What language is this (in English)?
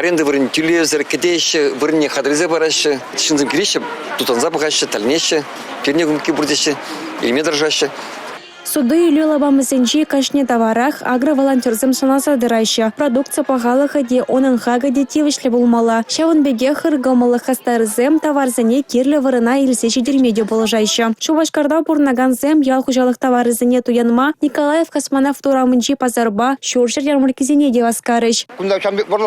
Chuvash